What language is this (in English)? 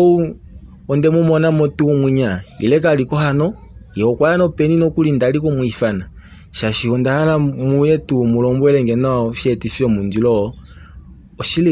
Kuanyama